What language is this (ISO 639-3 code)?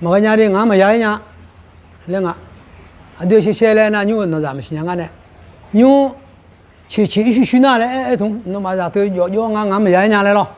ahk